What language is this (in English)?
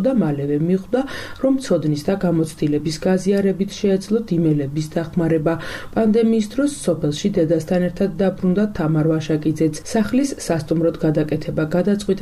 Georgian